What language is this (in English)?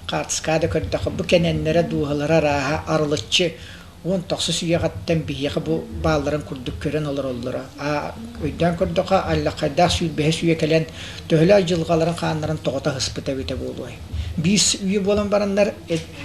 Yakut